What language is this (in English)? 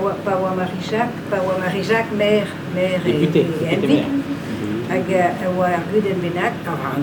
Breton